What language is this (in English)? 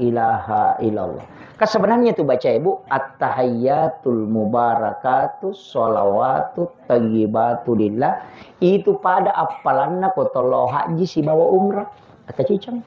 Buginese